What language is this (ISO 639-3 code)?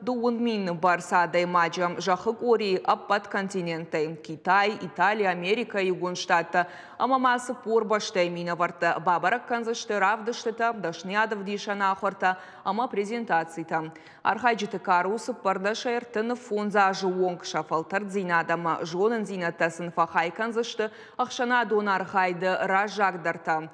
oss